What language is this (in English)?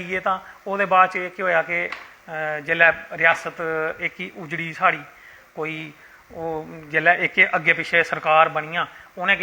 Dogri